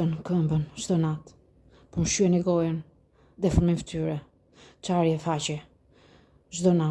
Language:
Albanian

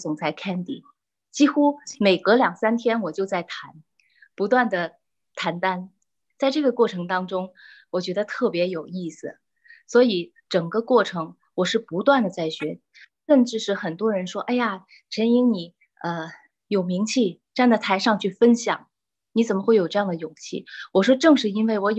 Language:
Chinese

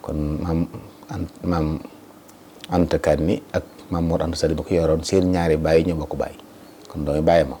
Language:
Wolof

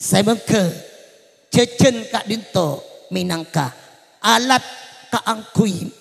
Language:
Madurese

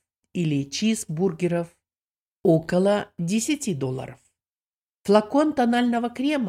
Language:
Russian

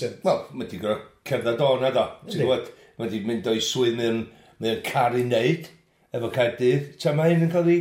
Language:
Welsh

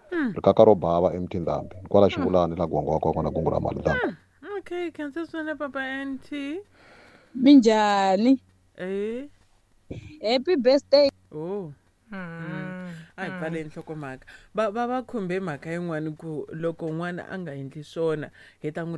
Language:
Tsonga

